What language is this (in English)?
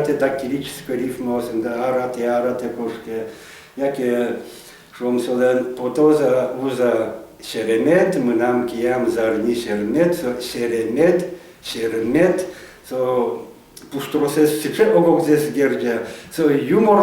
Udmurt